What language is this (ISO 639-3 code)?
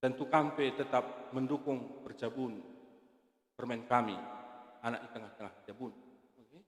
btx